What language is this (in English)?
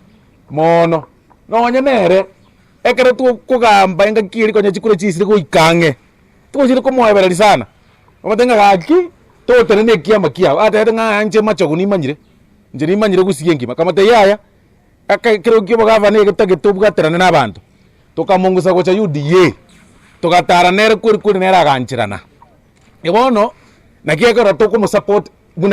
Gusii